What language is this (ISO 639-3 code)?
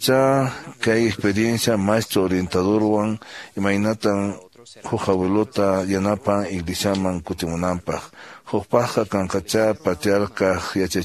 que